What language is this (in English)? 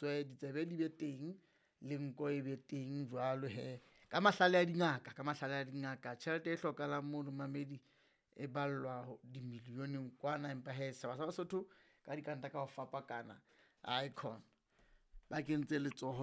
Southern Sotho